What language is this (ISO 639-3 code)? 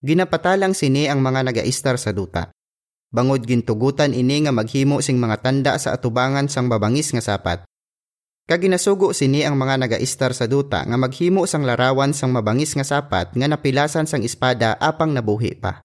hil